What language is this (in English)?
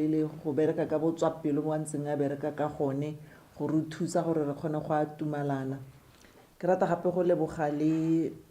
Tswana